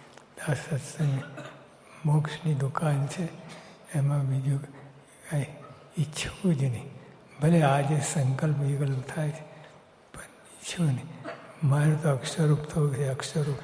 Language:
Gujarati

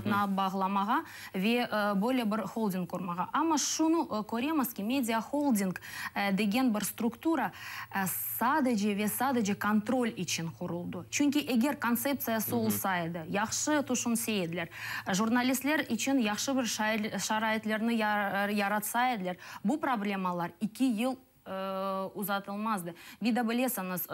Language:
Crimean Tatar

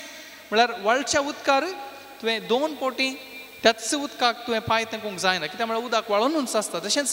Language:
Konkani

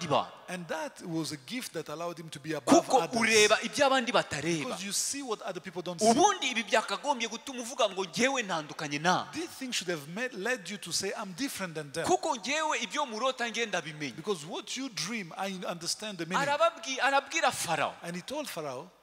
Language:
Kinyarwanda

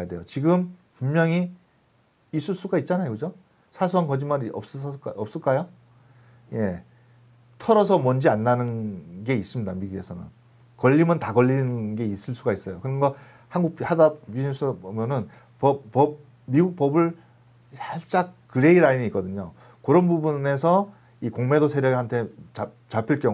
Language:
Korean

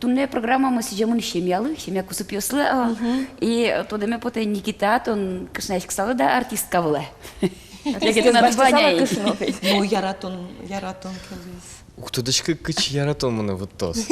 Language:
Udmurt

